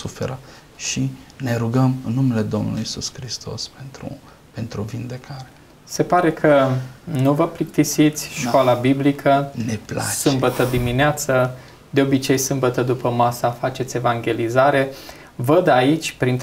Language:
Romanian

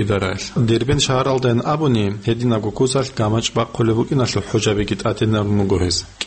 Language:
Avaric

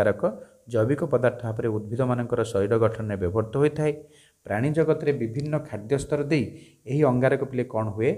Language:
Odia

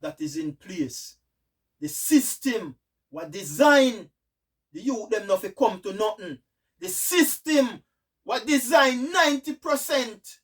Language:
Jamaican Creole English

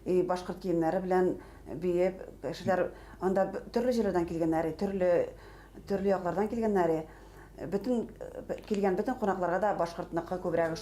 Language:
Bashkir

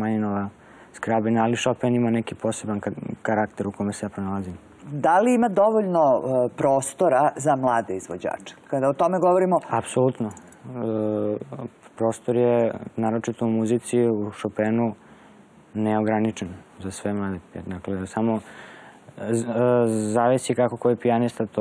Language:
Serbian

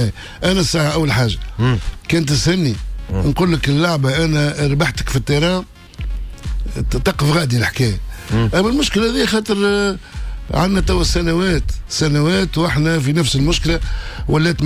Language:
Tunisian Arabic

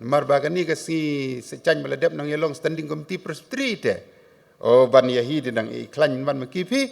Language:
Khasi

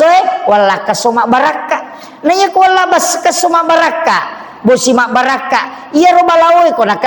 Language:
Buginese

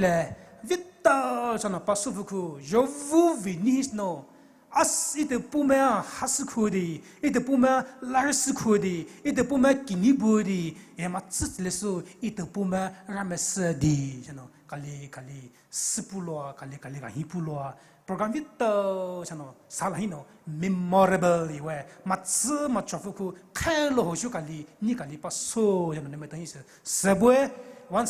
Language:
Poumei Naga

